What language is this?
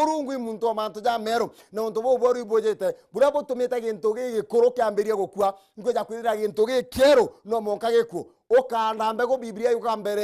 Meru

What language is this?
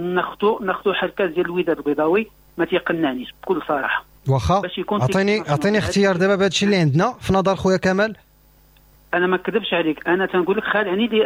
Moroccan Arabic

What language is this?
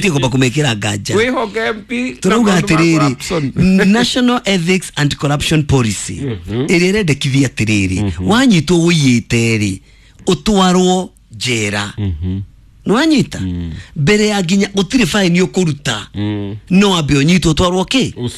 Kikuyu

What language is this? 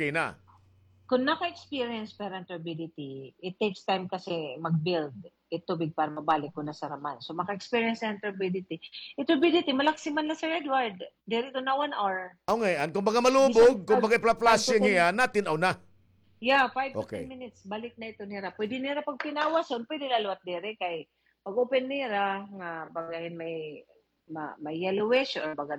Waray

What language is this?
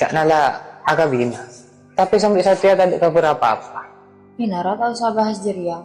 Madurese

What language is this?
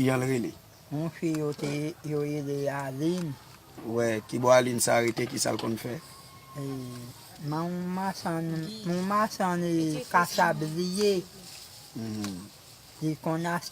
Haitian Creole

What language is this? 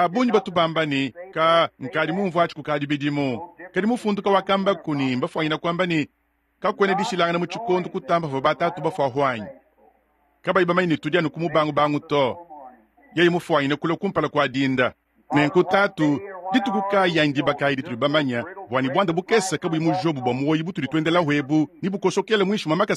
Luba-Lulua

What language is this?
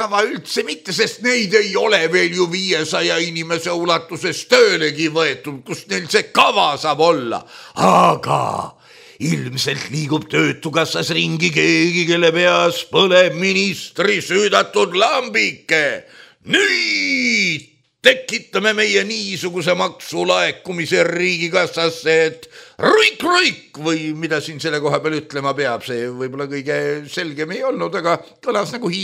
Estonian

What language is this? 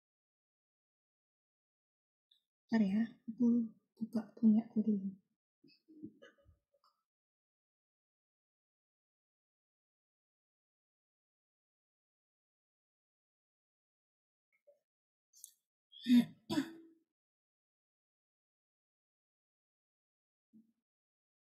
Indonesian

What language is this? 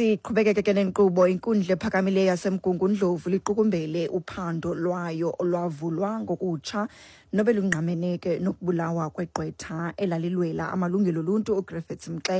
Xhosa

